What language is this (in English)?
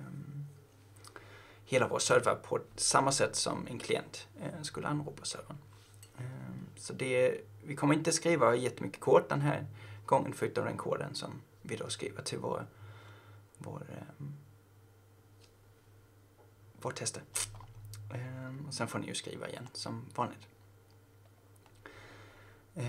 Swedish